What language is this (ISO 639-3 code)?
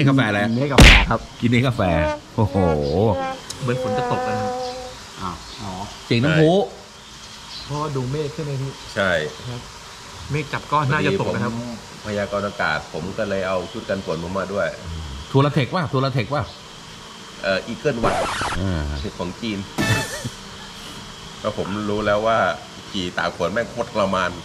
tha